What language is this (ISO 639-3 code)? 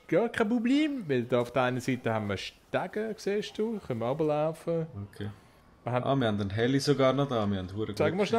gsw